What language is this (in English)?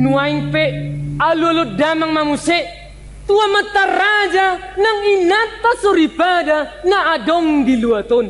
Batak Toba